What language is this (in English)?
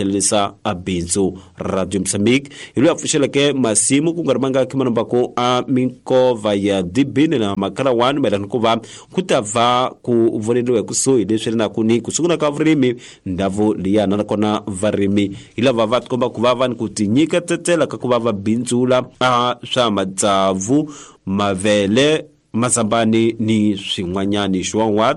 Tsonga